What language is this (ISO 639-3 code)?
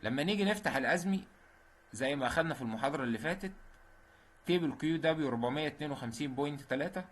arz